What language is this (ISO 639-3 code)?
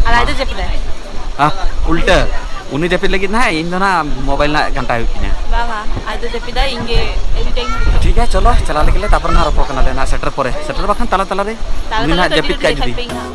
sat